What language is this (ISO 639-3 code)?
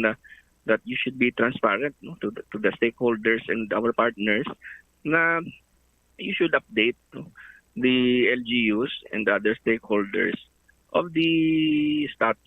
hil